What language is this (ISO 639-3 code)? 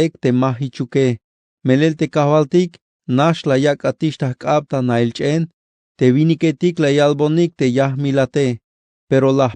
tzh